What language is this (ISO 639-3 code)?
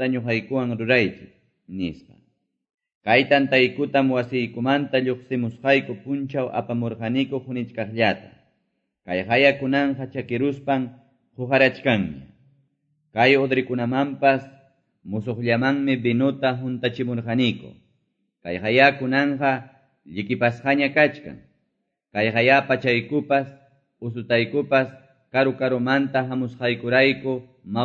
que